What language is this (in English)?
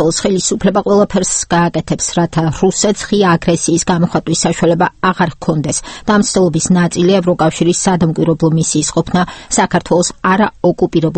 Georgian